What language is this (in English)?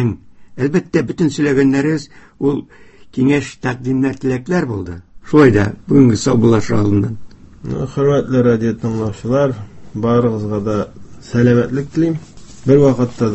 Tatar